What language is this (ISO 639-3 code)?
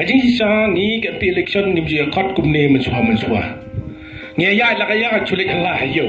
kha